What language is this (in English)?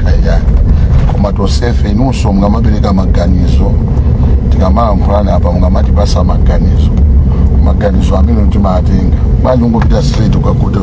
Nyanja